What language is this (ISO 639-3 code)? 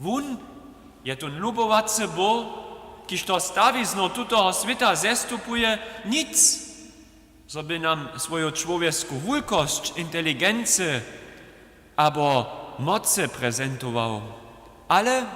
hsb